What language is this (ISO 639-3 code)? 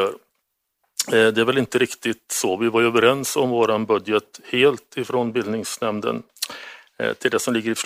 swe